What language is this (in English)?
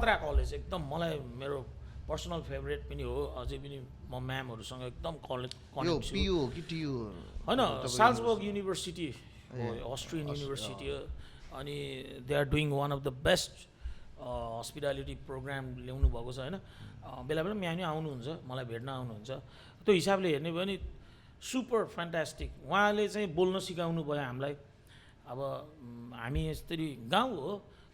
Nepali